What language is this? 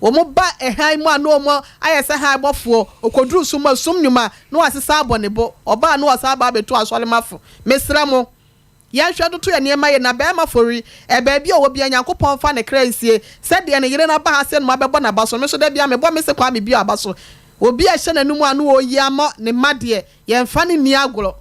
Akan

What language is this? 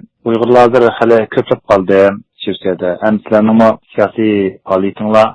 Uyghur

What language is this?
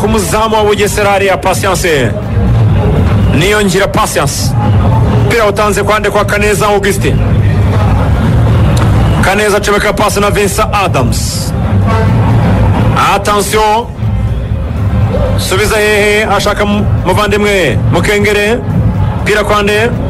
Kinyarwanda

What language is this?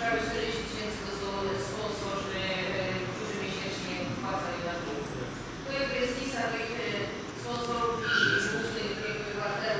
Polish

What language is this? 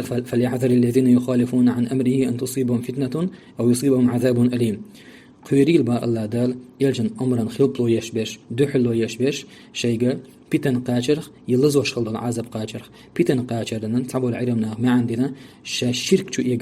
Chechen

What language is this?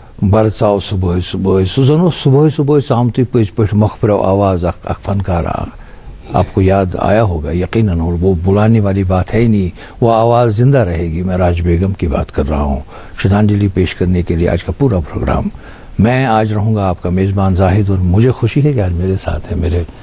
Urdu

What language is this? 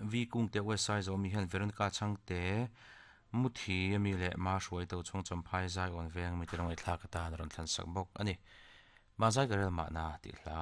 Mizo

